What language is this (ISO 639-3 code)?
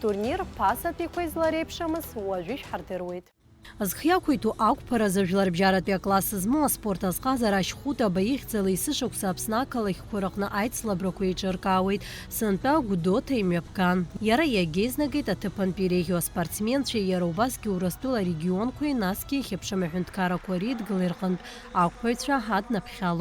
abk